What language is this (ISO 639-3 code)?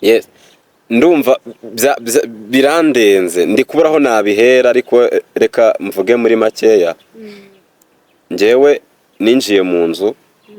kin